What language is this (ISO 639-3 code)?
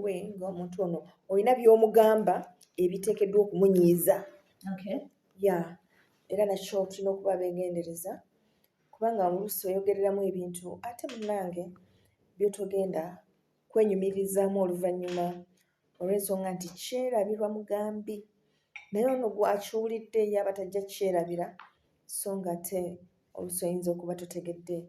lug